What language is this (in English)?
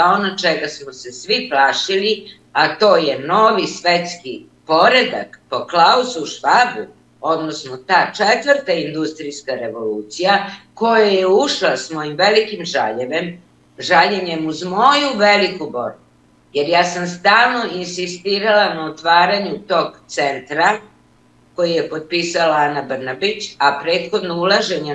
Serbian